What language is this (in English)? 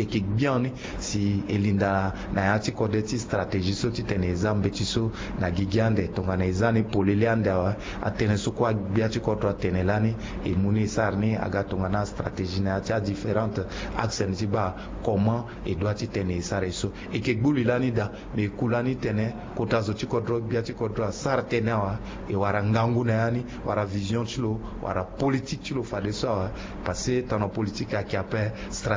Sango